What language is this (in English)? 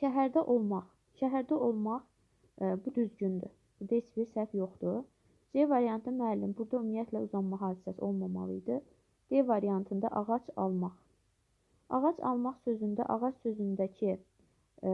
Azerbaijani